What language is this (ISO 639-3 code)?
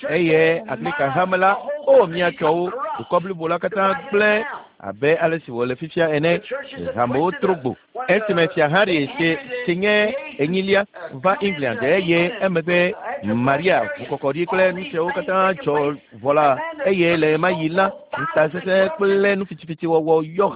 ewe